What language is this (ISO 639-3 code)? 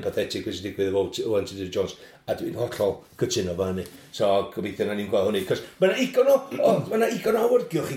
cym